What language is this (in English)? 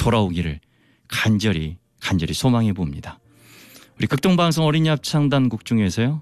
Korean